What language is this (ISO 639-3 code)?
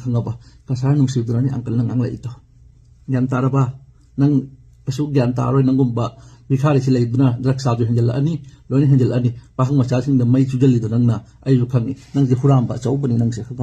mni